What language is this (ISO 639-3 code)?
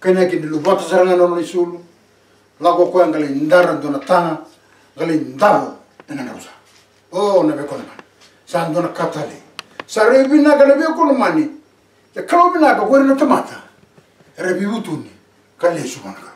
fij